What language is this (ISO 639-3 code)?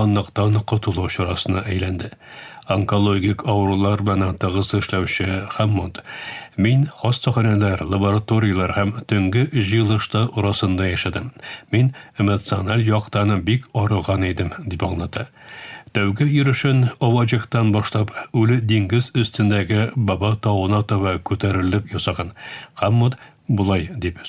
tat